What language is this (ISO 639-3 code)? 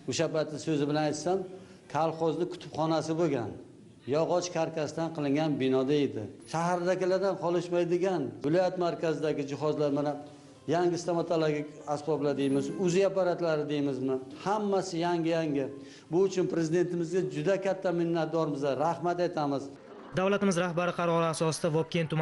uzb